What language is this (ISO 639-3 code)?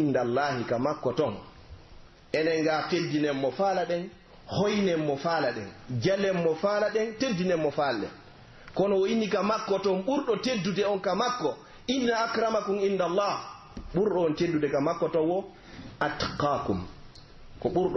fuf